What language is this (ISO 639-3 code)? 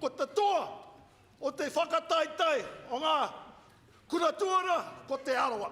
mri